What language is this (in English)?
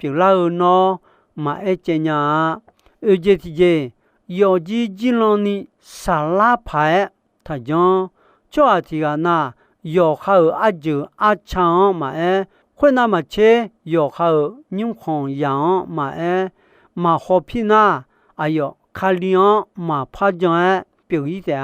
Akha